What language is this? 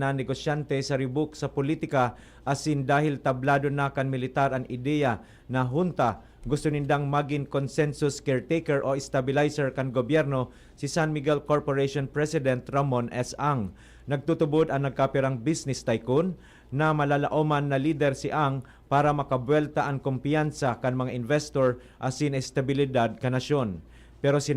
Bikol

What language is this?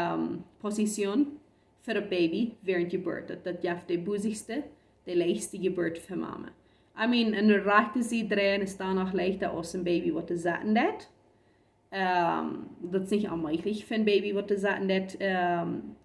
Plautdietsch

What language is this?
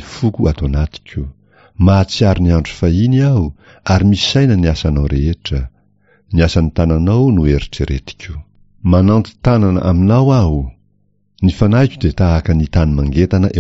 Malagasy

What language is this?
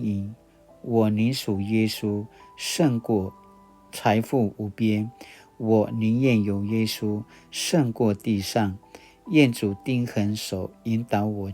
Paiwan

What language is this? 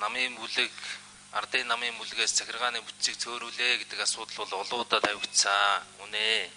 Mongolian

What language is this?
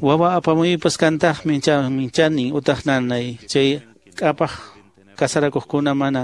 Quechua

